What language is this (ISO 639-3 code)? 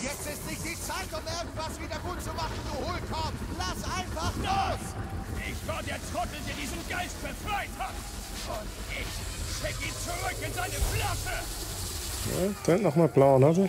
gsw